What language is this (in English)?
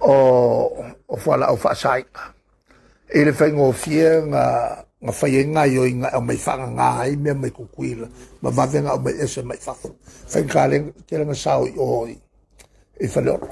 Samoan